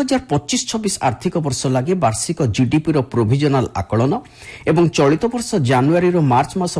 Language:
Odia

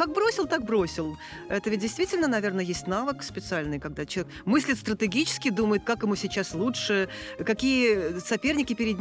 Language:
Russian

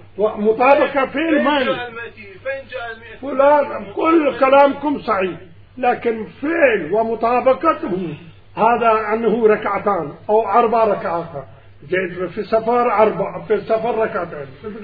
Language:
Mesopotamian Arabic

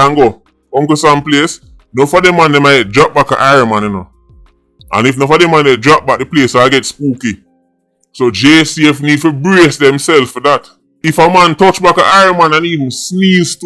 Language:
Jamaican Creole English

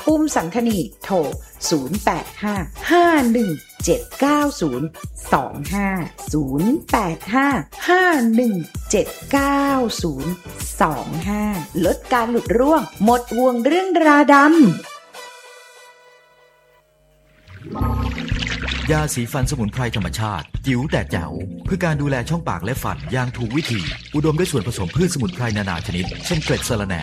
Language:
Thai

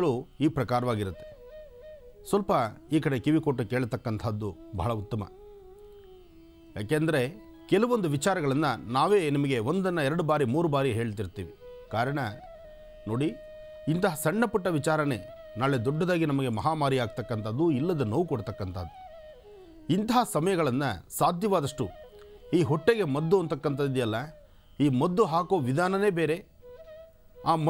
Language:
Kannada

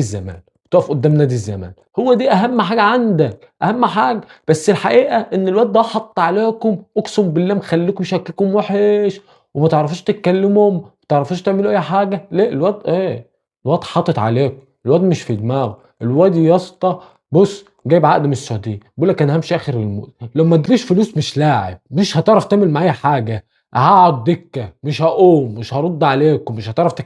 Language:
Egyptian Arabic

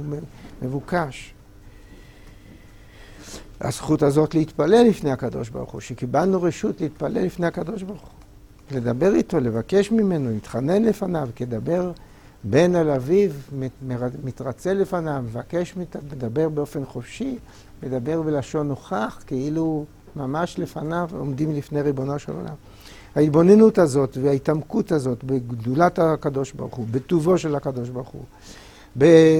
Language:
Hebrew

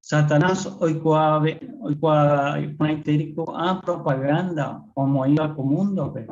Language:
Guarani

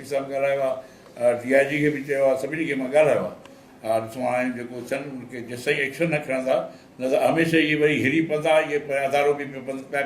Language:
Sindhi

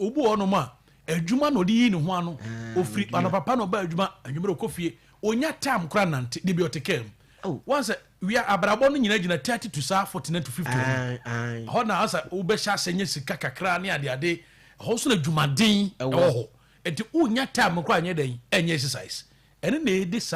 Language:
Akan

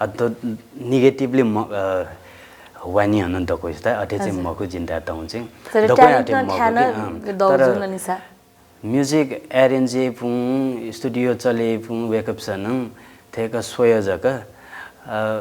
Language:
Newari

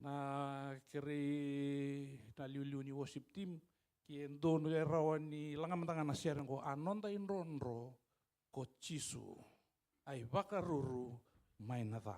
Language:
Fijian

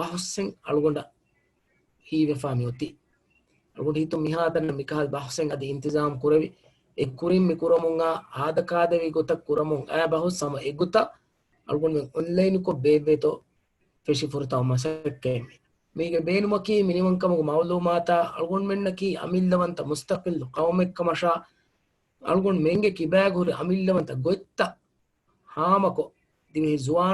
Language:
Divehi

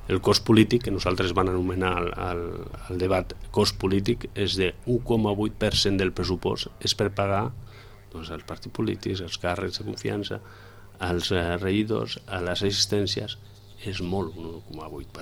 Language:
Catalan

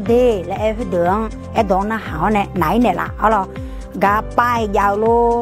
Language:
Akha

